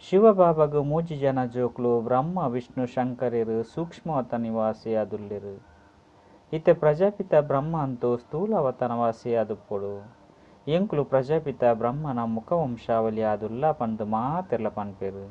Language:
Tulu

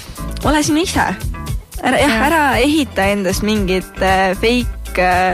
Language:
Estonian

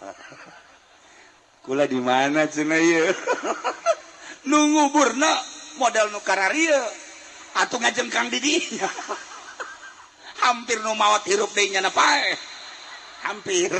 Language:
Sundanese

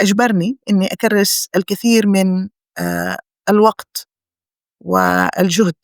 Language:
North Levantine Arabic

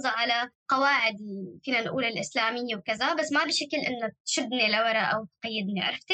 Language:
North Levantine Arabic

